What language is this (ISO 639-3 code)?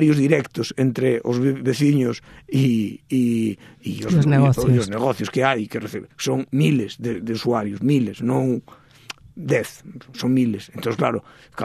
glg